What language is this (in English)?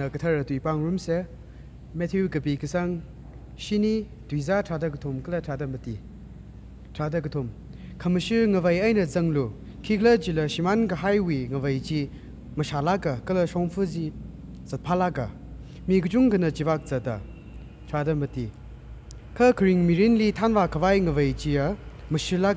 Tangkhul Naga (India)